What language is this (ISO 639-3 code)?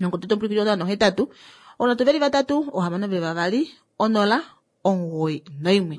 kua